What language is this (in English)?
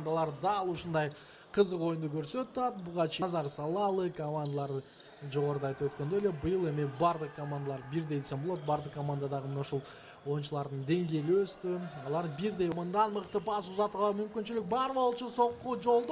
Kyrgyz